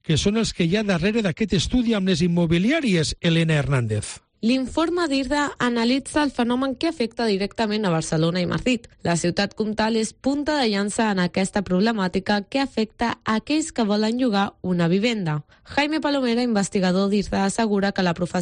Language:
Catalan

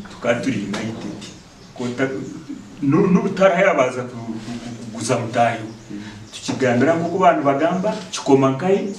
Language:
Nyankole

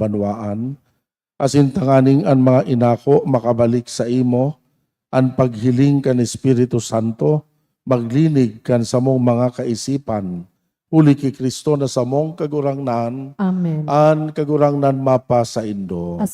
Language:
Bikol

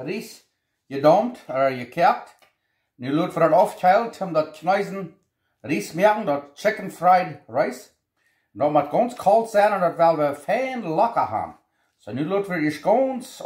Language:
Plautdietsch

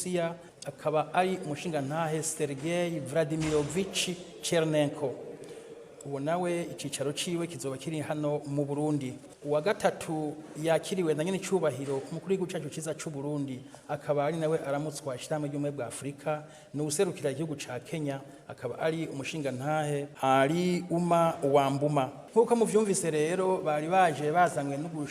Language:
Rundi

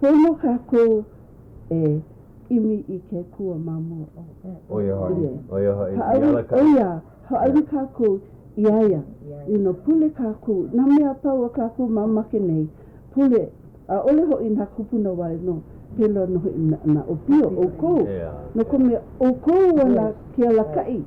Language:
Hawaiian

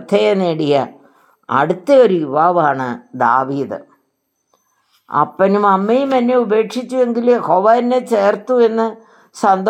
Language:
Malayalam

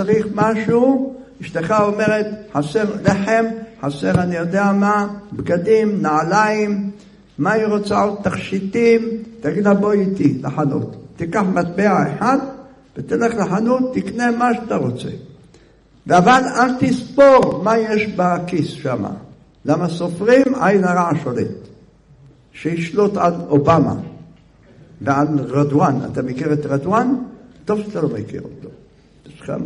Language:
Hebrew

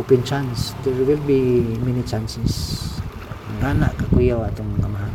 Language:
Cebuano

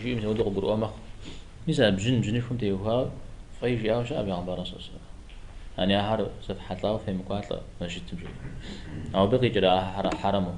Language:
Kabardian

